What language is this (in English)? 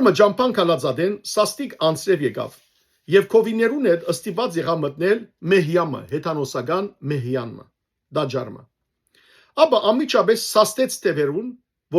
Western Armenian